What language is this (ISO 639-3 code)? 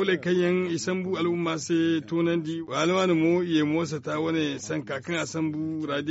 dje